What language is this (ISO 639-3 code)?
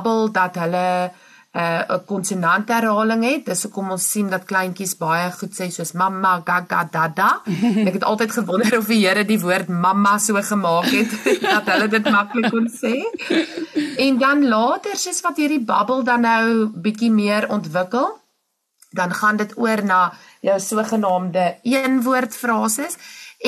afr